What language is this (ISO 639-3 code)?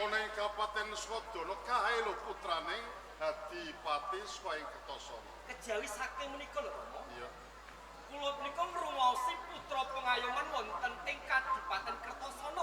jav